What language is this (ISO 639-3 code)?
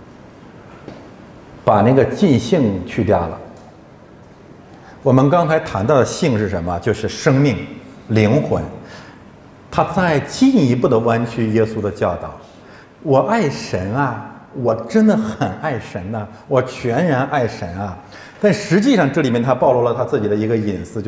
zho